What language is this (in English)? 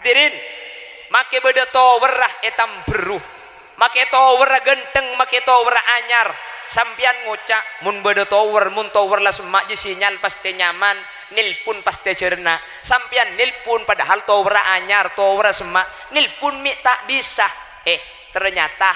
Madurese